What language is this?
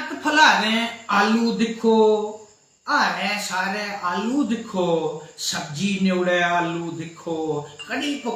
Dogri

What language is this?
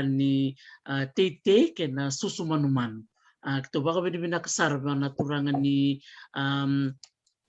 Fijian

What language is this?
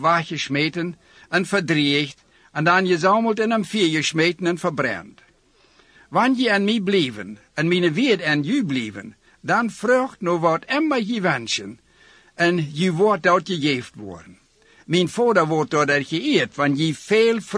Dutch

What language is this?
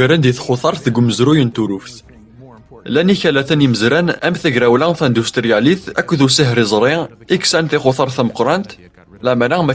Kabyle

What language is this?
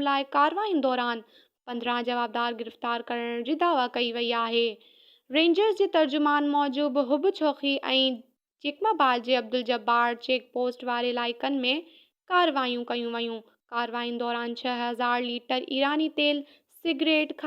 Sindhi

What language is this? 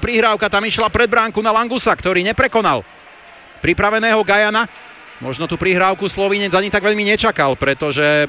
Slovak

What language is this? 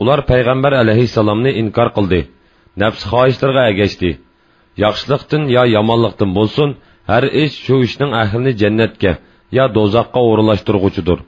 Uyghur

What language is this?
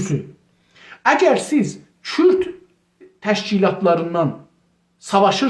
South Azerbaijani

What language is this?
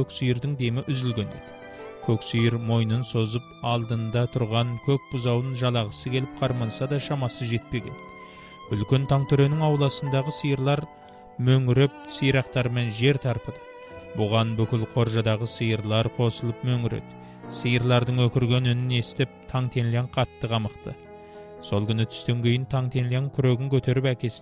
Kazakh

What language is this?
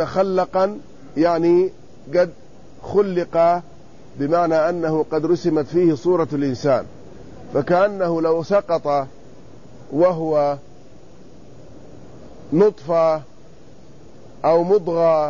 Arabic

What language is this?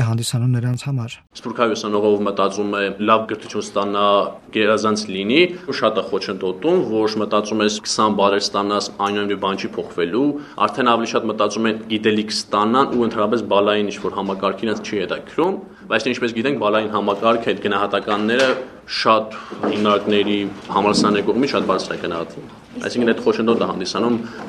Armenian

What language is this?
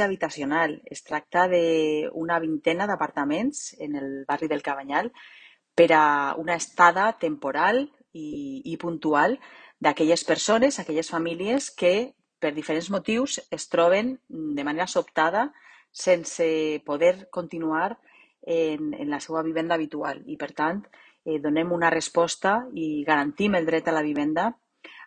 Catalan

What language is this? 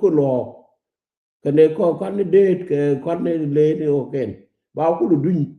Nuer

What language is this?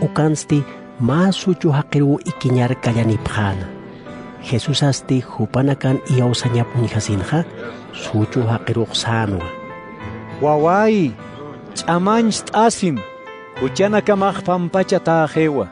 Aymara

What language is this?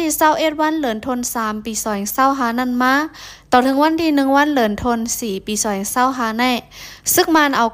Lao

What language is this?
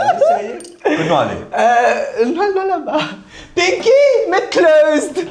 Morisyen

